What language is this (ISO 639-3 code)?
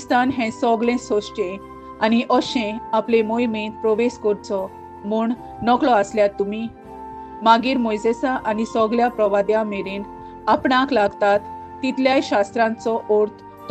kok